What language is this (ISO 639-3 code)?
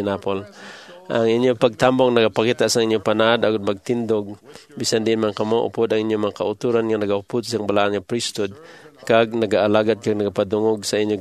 hil